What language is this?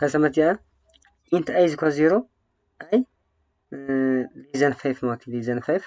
Tigrinya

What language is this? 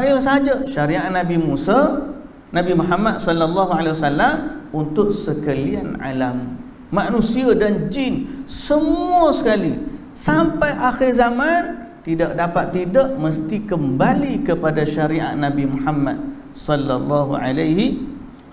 Malay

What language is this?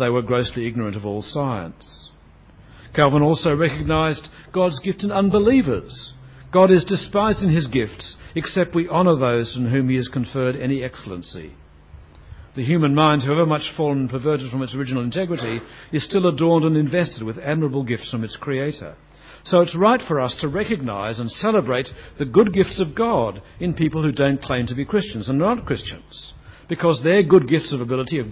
English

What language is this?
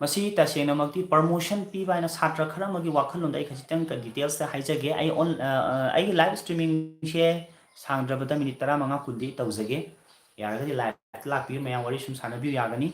Manipuri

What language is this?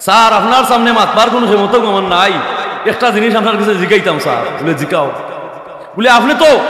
Sylheti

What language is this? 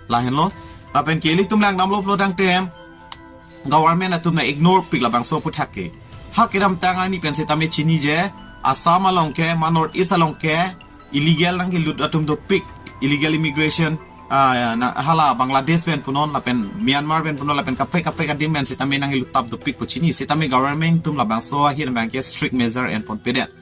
Karbi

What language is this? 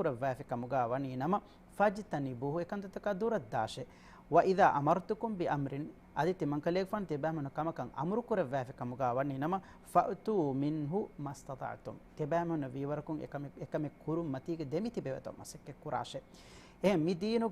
Divehi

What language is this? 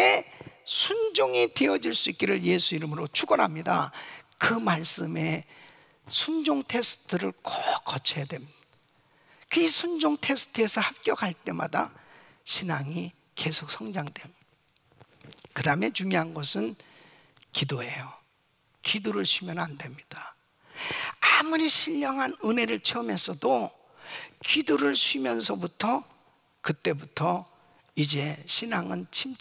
Korean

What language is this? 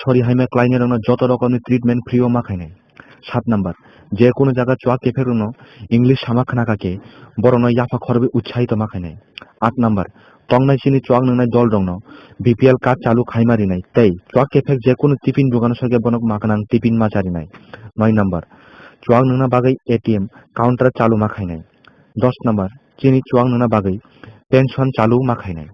Kok Borok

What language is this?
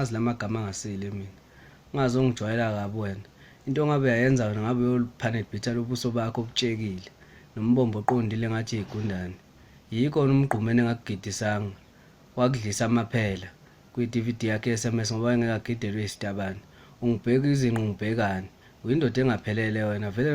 Zulu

